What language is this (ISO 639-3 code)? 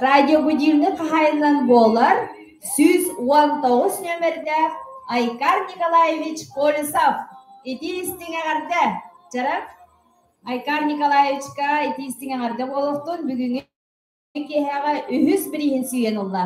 sah